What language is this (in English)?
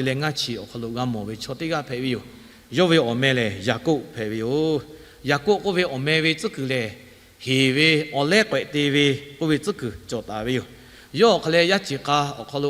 Lahu